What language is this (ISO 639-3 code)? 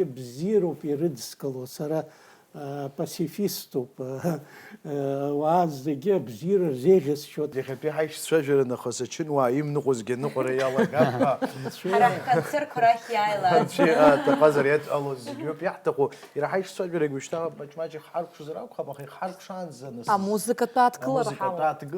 abk